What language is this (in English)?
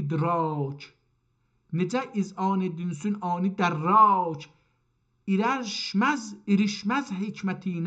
South Azerbaijani